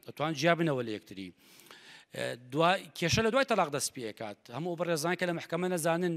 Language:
Central Kurdish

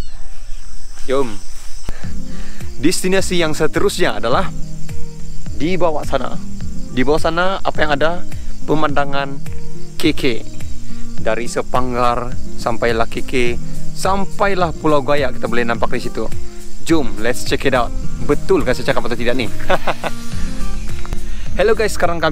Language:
Malay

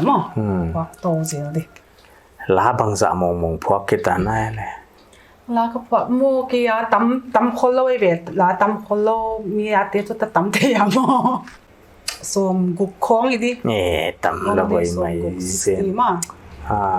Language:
Paite Chin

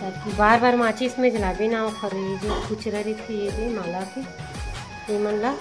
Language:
Chhattisgarhi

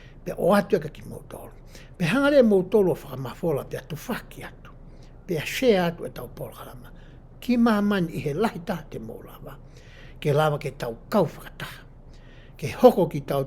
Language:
Tongan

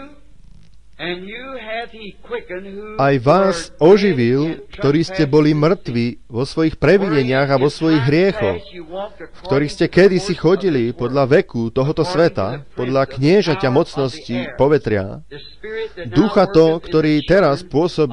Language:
Slovak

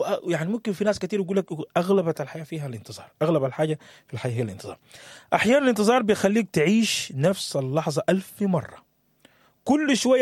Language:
Sudanese Arabic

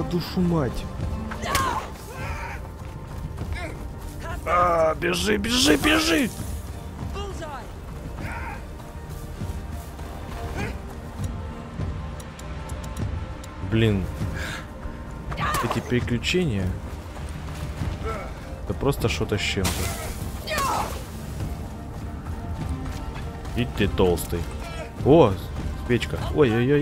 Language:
Ukrainian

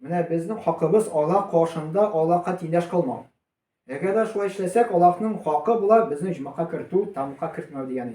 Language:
Tatar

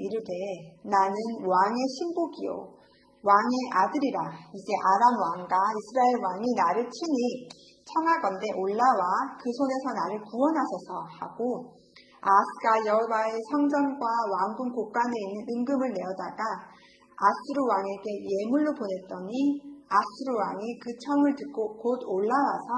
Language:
Korean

